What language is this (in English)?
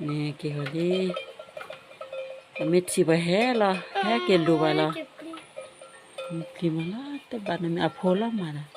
S'gaw Karen